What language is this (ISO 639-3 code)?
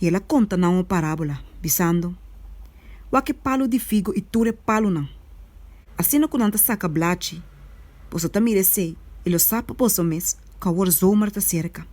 pap